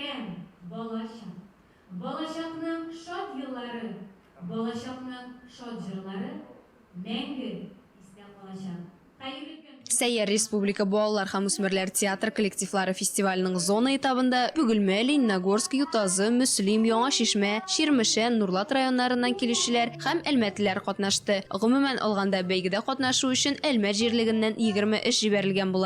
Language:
Tatar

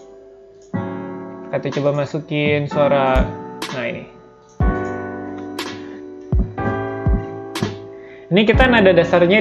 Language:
Indonesian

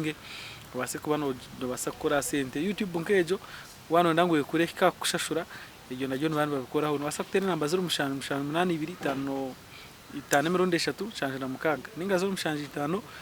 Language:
Nyankole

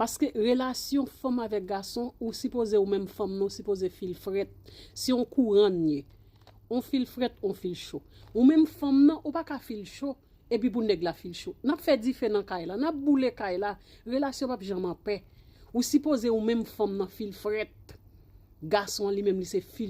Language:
Haitian Creole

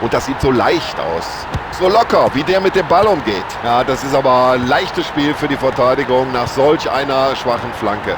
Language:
Bavarian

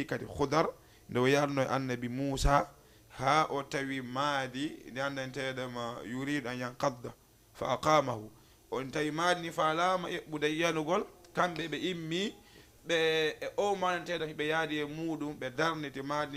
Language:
Fula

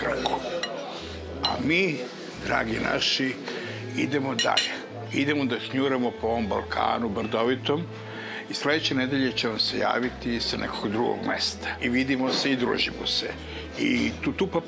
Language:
Serbian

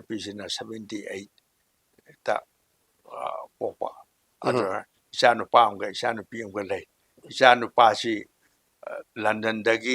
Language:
Manipuri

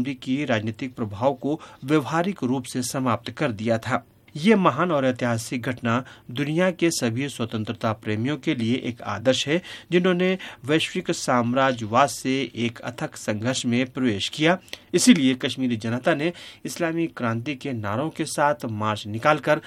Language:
Hindi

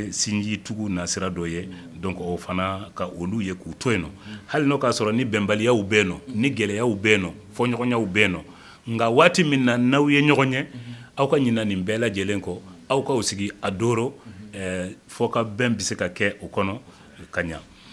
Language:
Bambara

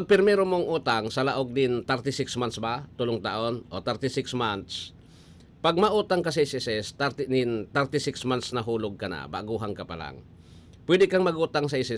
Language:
Bikol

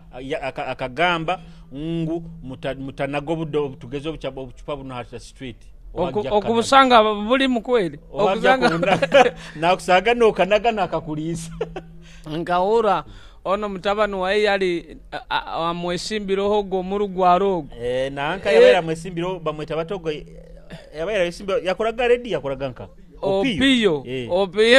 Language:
Nyoro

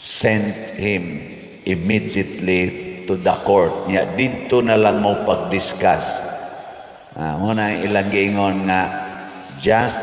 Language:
Cebuano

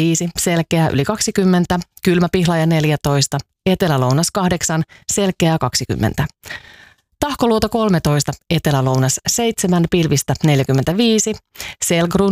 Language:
Finnish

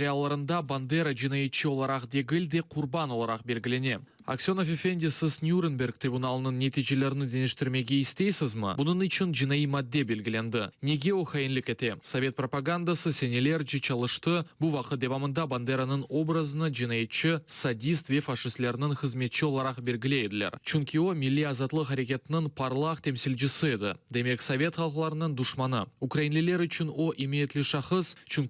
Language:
Crimean Tatar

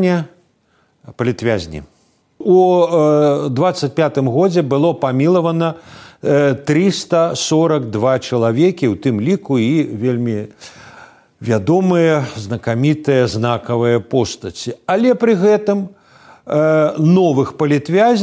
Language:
Belarusian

